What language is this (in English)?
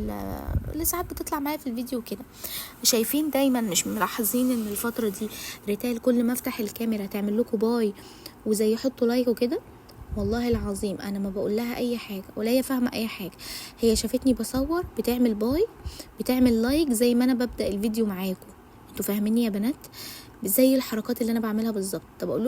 Egyptian Arabic